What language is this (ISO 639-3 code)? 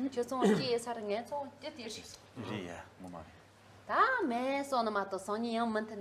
bod